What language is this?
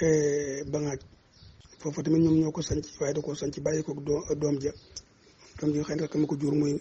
Wolof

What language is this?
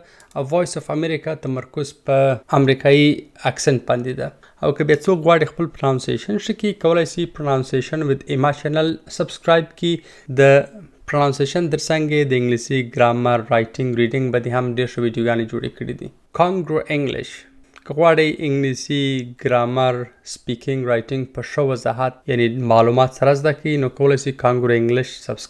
Pashto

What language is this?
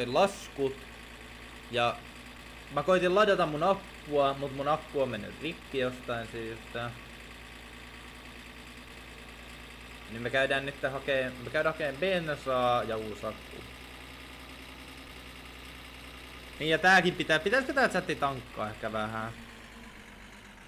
Finnish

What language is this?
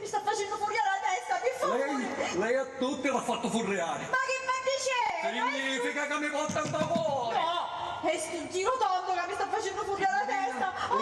Sicilian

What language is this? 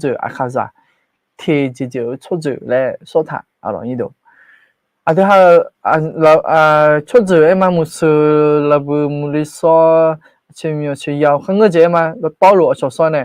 Akha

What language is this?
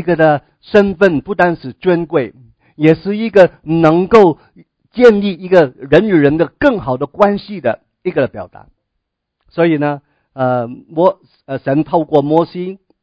Chinese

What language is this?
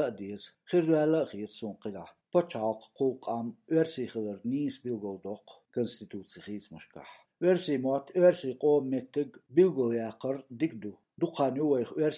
Chechen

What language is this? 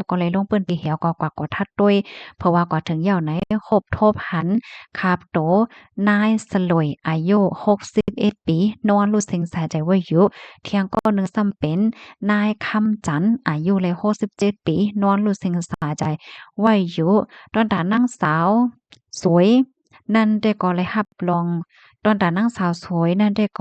Shan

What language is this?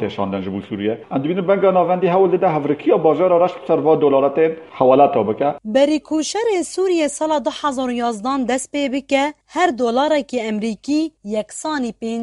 Kurdish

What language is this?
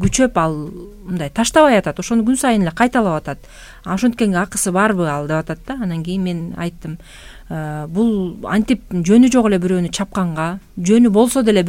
Kyrgyz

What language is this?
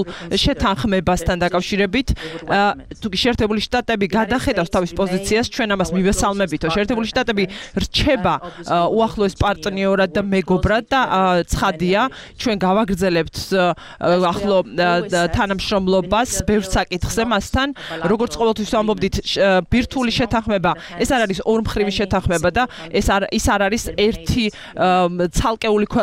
Georgian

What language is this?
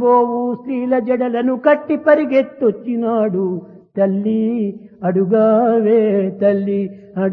Telugu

